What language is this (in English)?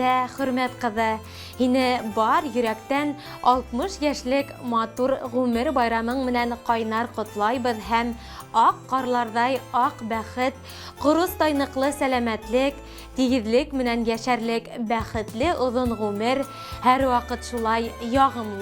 Bashkir